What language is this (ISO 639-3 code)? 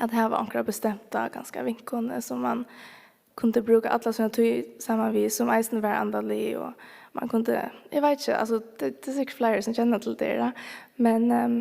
fao